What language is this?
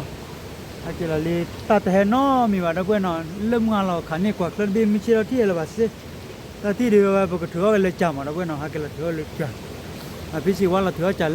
S'gaw Karen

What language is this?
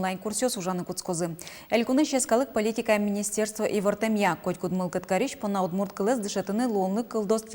Udmurt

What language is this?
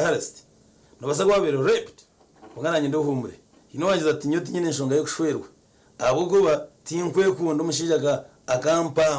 Nyankole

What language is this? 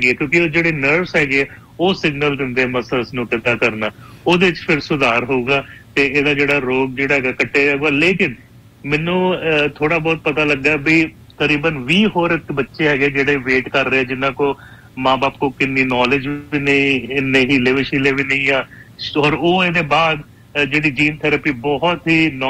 Punjabi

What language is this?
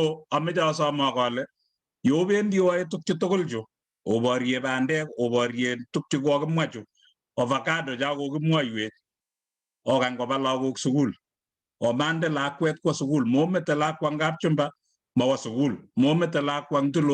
Kalenjin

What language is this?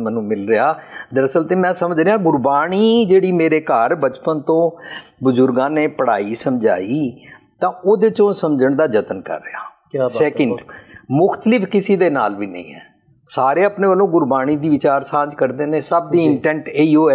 Punjabi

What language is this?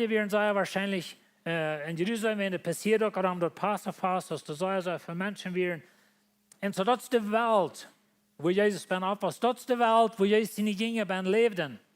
Plautdietsch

